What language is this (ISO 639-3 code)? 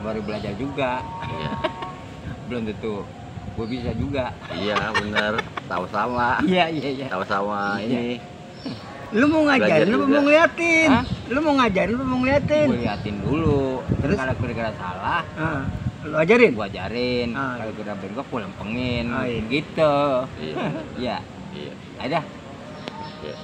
bew